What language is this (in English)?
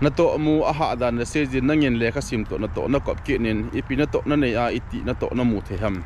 Thado Chin